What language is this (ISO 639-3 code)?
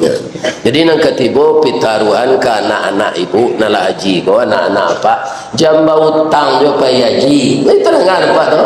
min